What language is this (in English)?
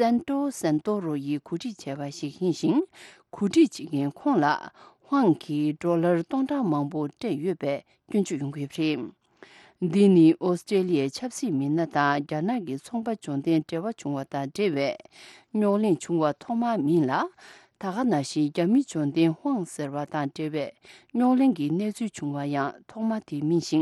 Tibetan